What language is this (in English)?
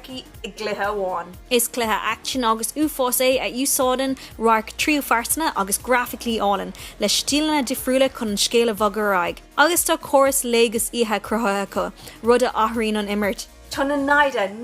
Irish